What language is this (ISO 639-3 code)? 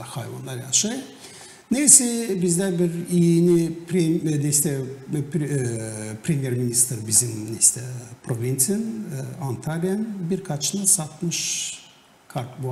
gag